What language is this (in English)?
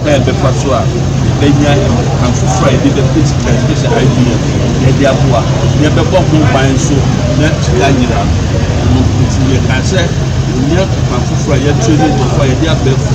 Akan